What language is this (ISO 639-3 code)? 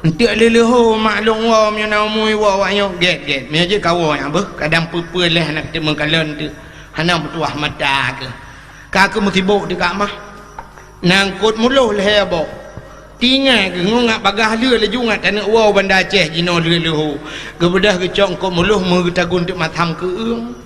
ace